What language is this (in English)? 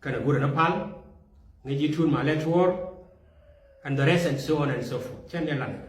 Nuer